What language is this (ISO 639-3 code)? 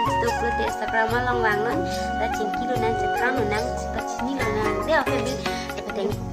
mjw